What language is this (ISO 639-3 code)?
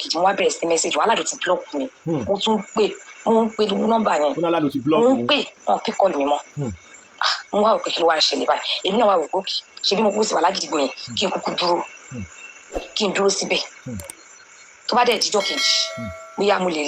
yor